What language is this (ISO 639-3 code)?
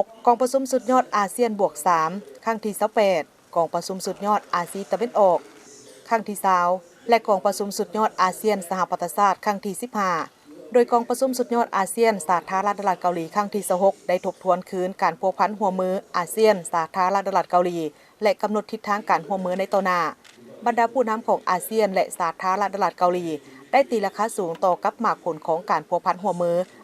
lao